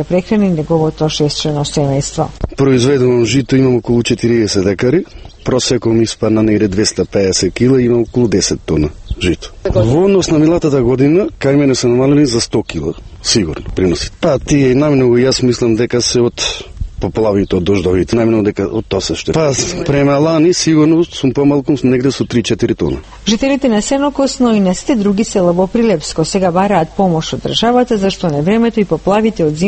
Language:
Macedonian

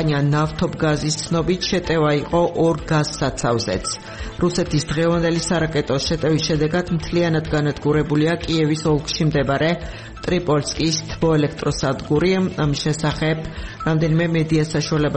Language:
Georgian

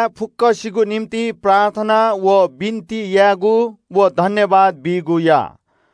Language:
Newari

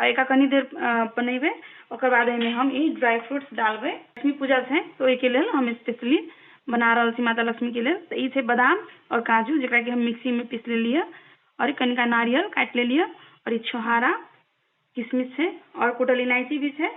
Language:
Maithili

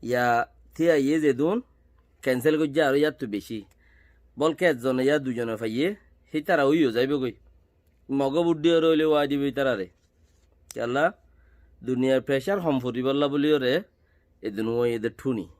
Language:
Rohingya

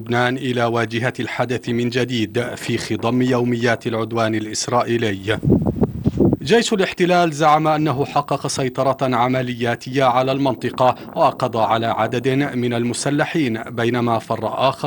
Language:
Arabic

